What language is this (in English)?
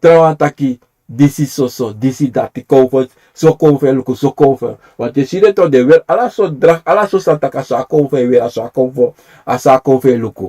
Sranan Tongo